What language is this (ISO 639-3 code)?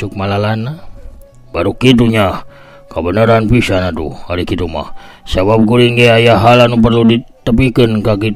sun